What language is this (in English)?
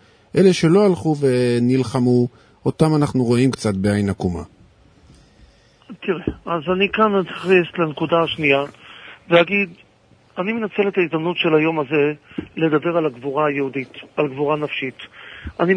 Hebrew